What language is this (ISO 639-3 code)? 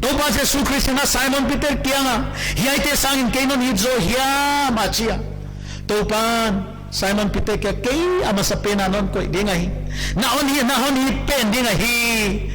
pck